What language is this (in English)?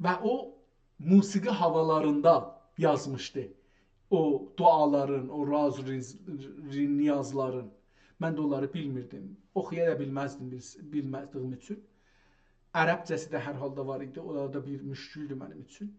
South Azerbaijani